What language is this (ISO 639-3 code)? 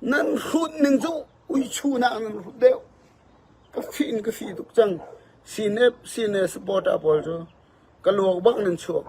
cfm